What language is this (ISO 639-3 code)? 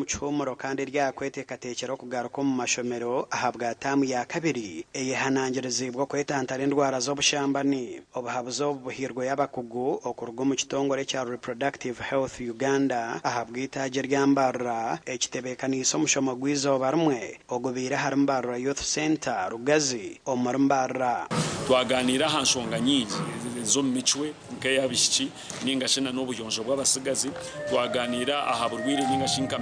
nyn